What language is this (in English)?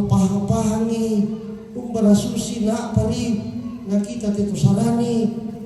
Toraja-Sa'dan